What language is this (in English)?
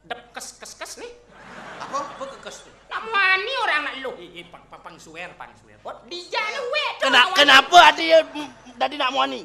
Balinese